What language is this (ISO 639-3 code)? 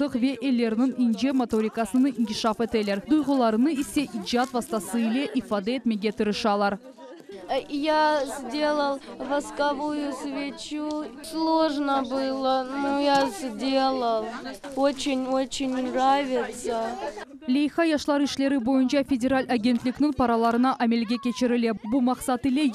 crh